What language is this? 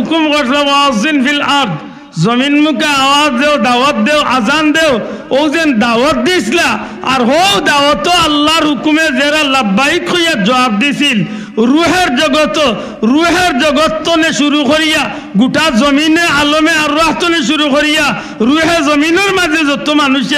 Sylheti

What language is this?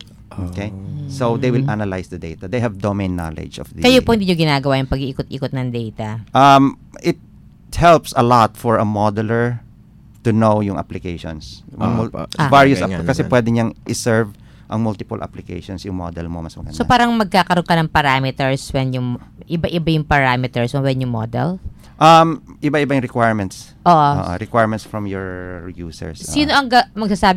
Filipino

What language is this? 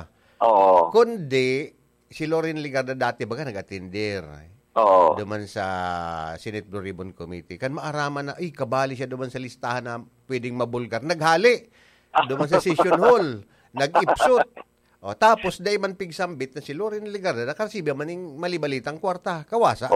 Bikol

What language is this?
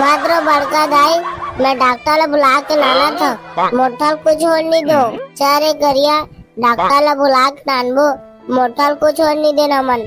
Chhattisgarhi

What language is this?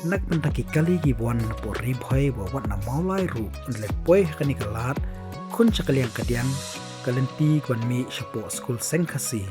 Khasi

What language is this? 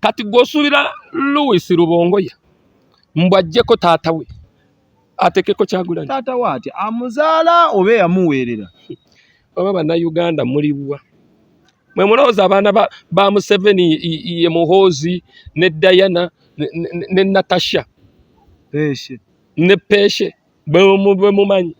Ganda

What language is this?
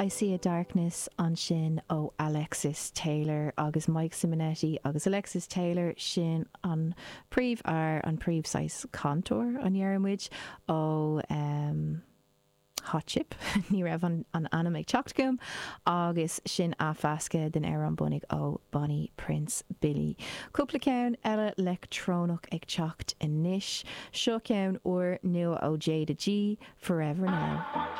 Irish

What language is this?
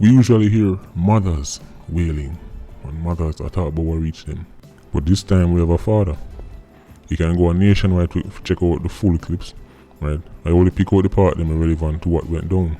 Jamaican Creole English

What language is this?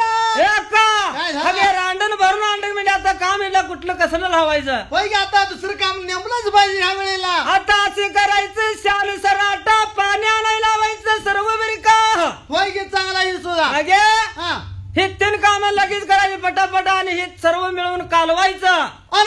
Marathi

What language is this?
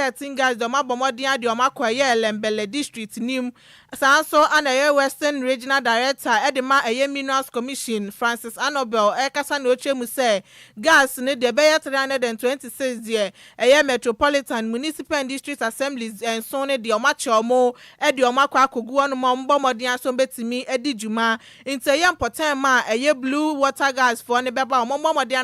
Akan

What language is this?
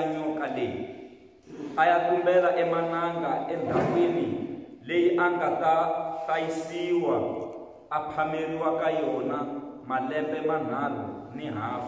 Tsonga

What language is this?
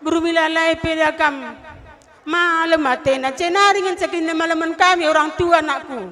Batak Karo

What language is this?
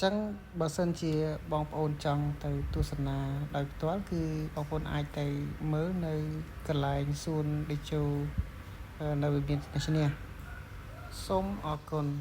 Khmer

